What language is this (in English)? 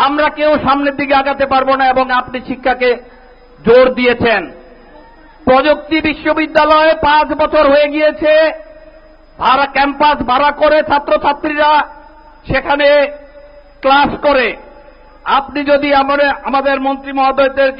Bangla